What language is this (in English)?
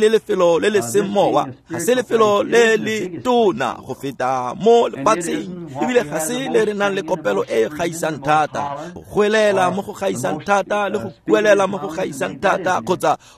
Tswana